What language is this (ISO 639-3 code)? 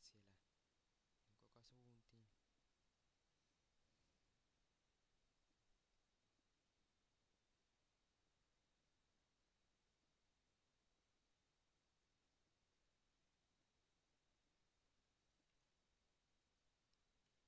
fin